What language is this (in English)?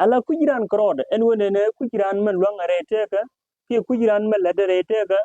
Nuer